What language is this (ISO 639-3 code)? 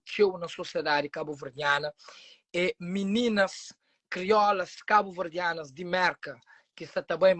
kea